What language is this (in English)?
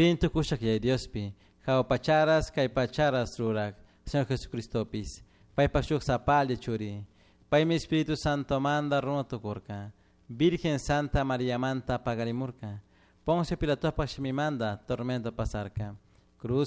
Chimborazo Highland Quichua